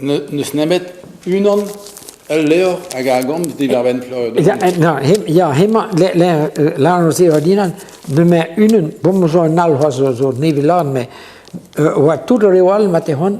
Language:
Breton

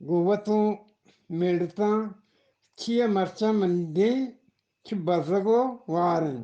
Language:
Eastern Balochi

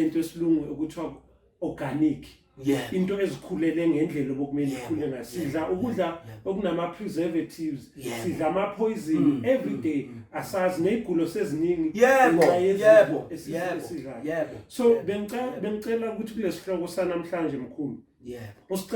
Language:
Zulu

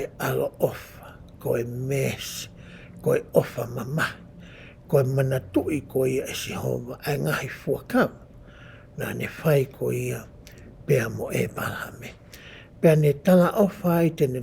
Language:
Tongan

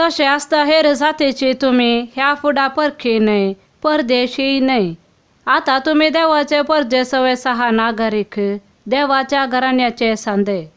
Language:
Konkani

